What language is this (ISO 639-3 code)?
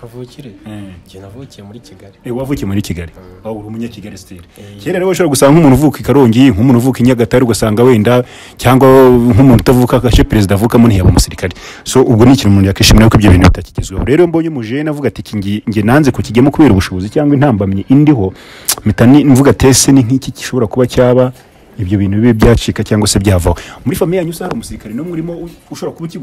kin